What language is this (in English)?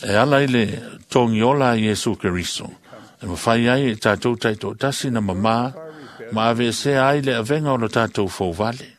Samoan